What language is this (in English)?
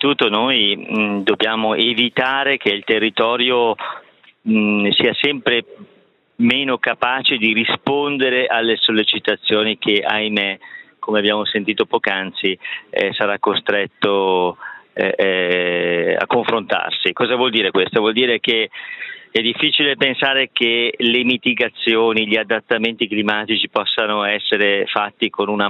Italian